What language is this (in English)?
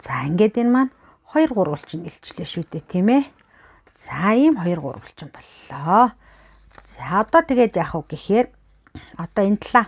Mongolian